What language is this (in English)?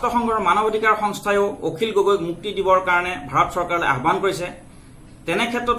Assamese